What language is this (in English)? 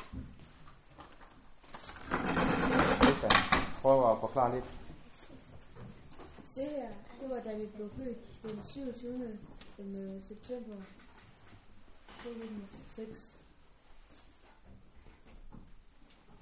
Danish